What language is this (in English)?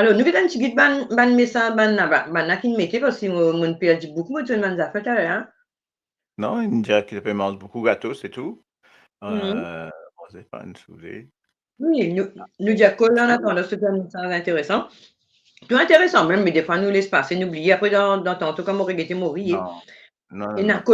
Morisyen